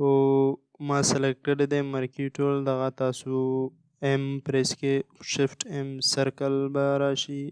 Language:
Pashto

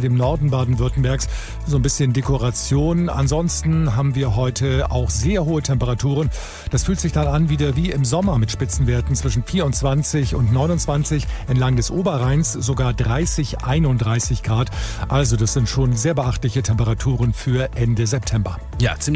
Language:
German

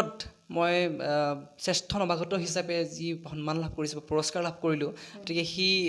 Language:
Assamese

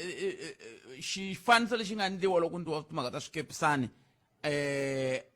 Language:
Tsonga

